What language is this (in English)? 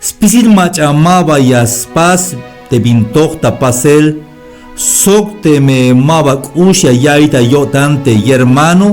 Tzeltal